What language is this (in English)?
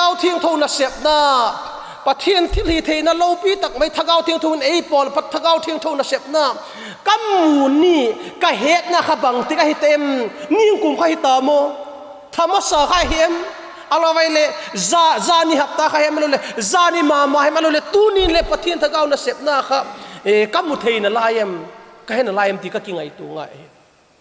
Vaiphei